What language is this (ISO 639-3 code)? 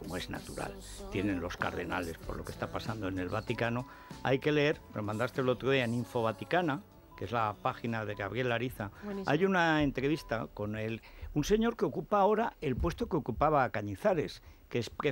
spa